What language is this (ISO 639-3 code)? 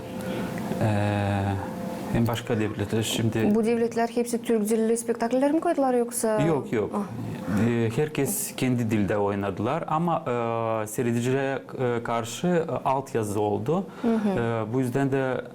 gag